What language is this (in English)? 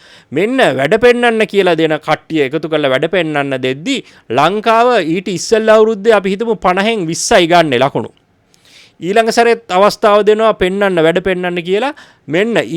Sinhala